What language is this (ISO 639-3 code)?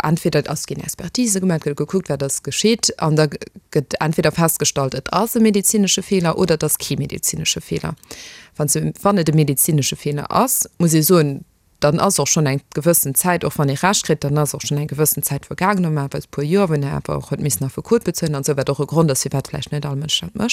ltz